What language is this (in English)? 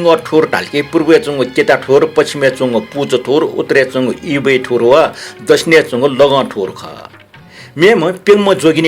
Newari